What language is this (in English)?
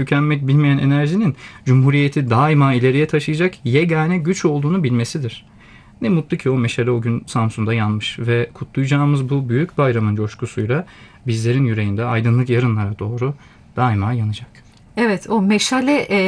Turkish